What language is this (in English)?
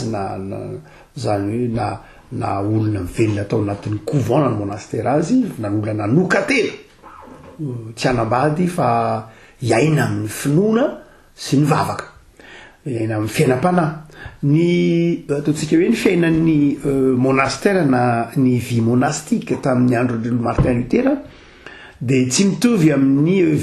Malagasy